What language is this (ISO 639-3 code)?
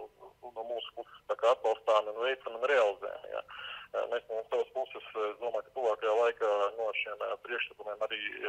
lav